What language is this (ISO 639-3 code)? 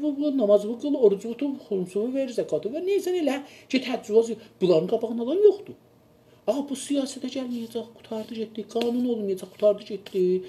azb